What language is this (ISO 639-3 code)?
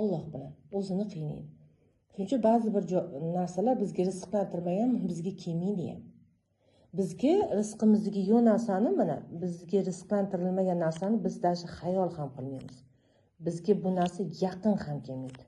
uzb